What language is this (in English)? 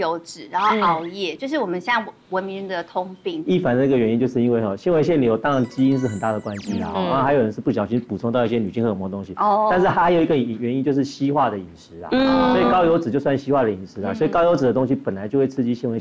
Chinese